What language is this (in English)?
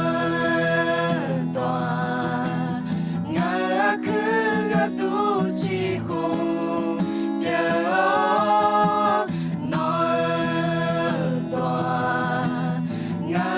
Akha